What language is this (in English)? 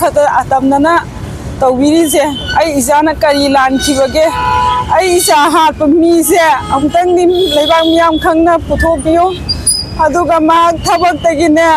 Manipuri